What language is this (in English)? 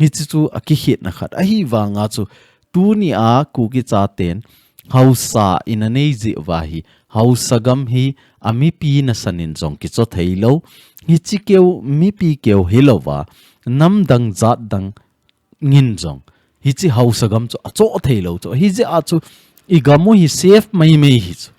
Thado Chin